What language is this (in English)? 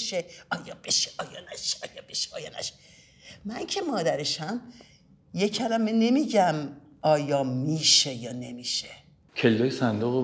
Persian